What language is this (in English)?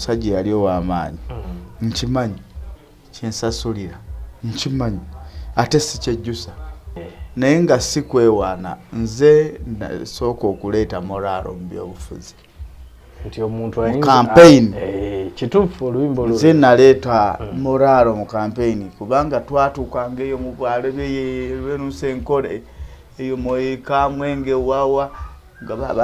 Ganda